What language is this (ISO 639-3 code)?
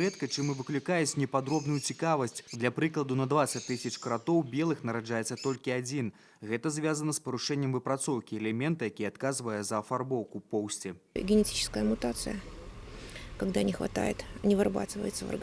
bel